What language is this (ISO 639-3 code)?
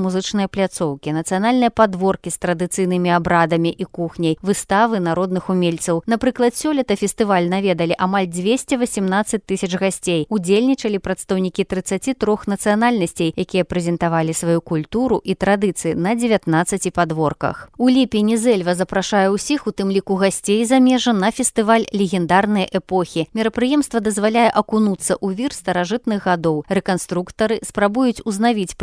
bel